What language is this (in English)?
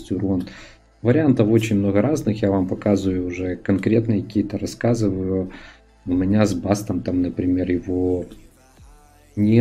Russian